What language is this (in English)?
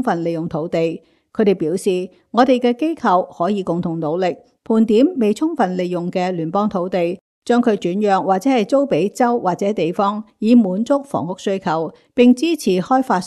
Cantonese